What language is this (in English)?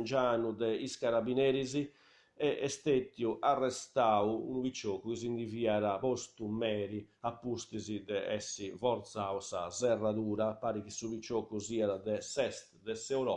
Sardinian